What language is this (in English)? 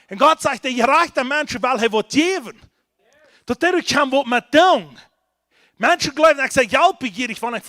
Plautdietsch